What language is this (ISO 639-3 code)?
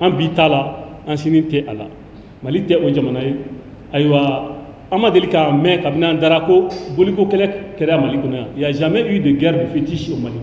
bam